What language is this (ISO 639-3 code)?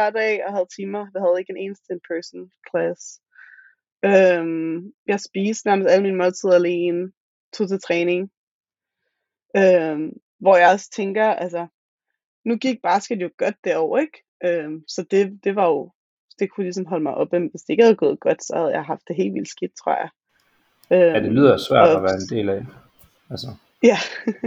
dan